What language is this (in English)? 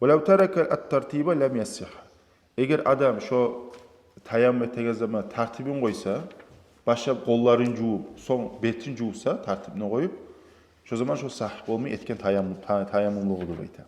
Kumyk